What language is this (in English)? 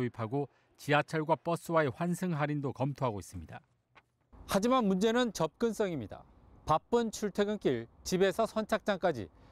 Korean